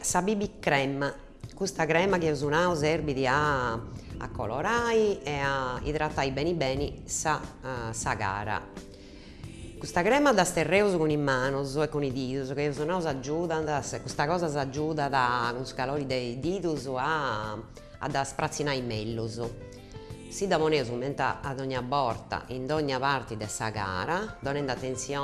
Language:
Sardinian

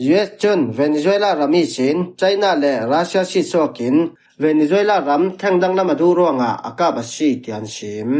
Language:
Falam Chin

